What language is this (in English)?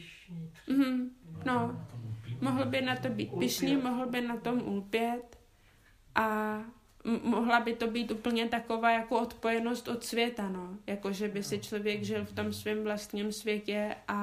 Czech